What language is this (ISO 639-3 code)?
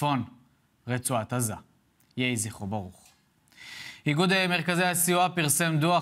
heb